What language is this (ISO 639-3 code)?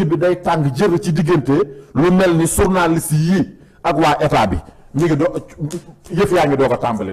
wol